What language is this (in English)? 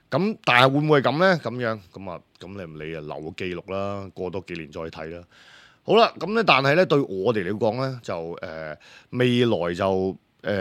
Cantonese